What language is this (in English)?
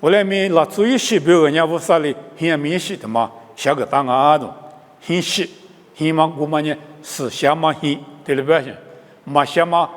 Lisu